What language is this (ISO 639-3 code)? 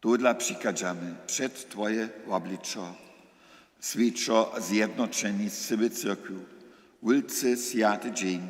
hsb